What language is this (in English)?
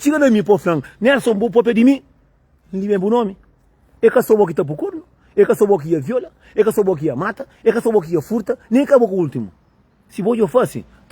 Kabuverdianu